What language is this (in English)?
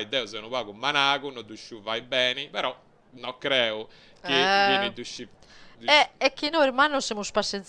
Sardinian